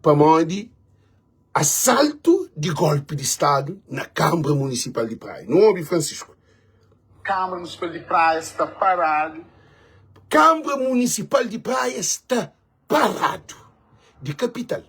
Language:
Kabuverdianu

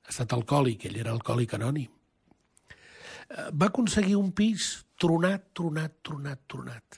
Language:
Catalan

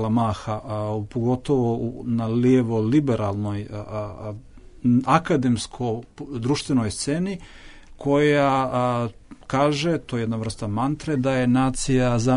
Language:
Bosnian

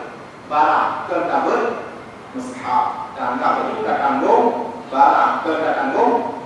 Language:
Achinese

